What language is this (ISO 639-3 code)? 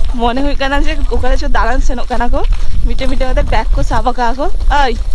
sat